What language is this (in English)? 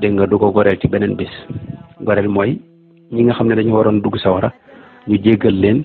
Wolof